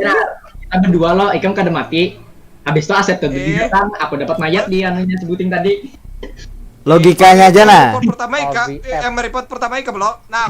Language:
Banjar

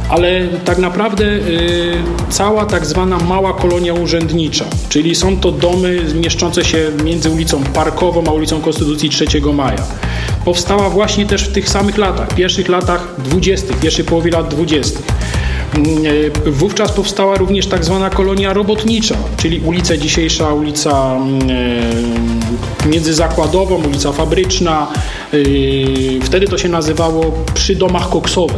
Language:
Polish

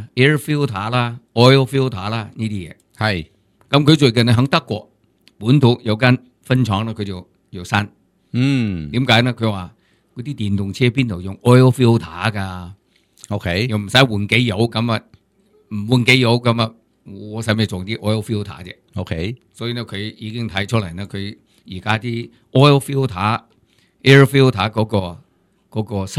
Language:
Cantonese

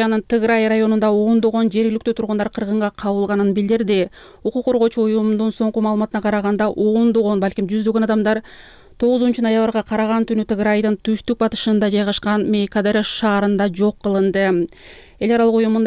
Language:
Kyrgyz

